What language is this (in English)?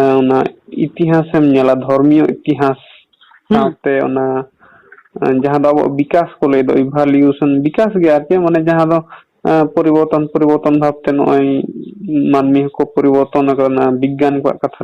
Santali